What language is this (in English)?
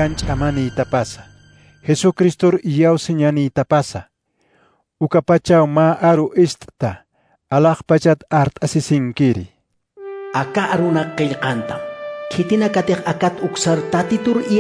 Aymara